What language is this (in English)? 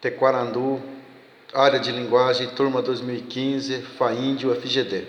Guarani